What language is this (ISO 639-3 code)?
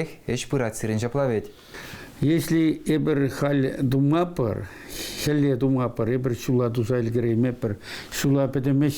chv